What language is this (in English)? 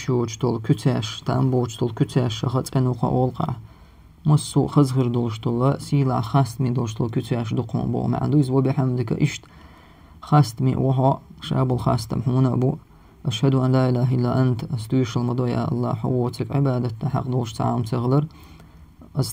Chechen